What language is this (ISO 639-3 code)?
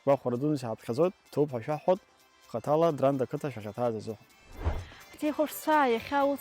abk